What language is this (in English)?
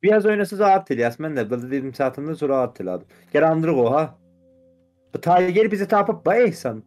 South Azerbaijani